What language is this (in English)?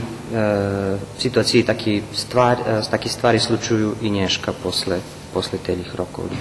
Rusyn